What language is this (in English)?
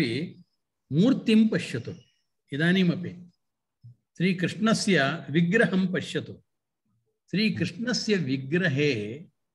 Sanskrit